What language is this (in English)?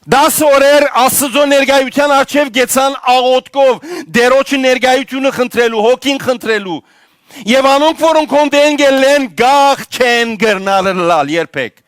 Western Armenian